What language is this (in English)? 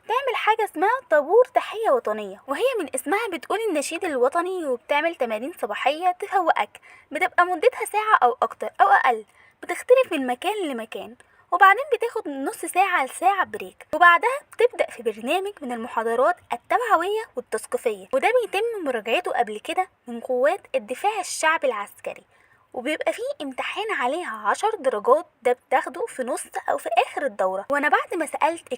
Egyptian Arabic